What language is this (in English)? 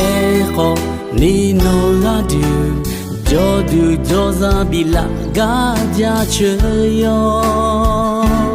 Akha